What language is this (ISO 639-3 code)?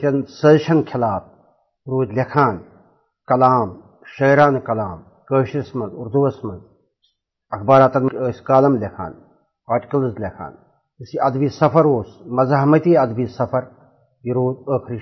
kas